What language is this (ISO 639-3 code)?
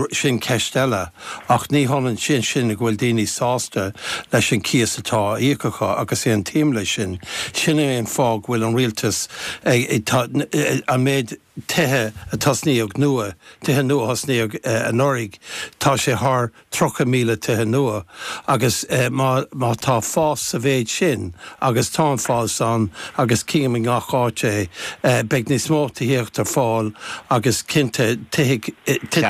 gle